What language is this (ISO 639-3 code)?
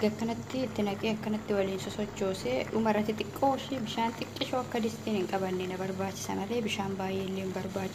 orm